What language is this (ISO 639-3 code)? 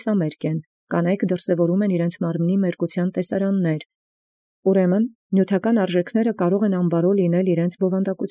hye